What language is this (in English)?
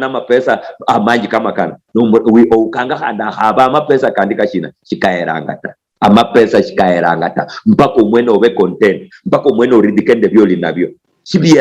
Luyia